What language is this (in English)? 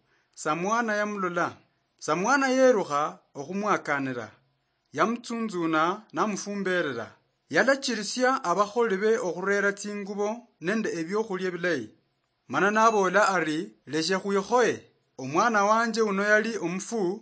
Luyia